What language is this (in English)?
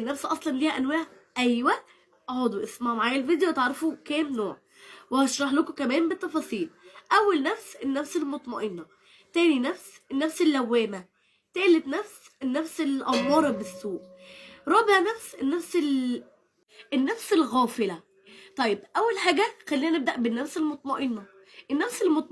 Egyptian Arabic